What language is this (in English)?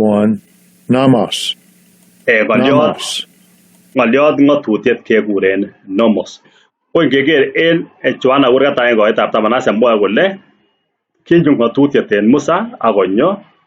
Kalenjin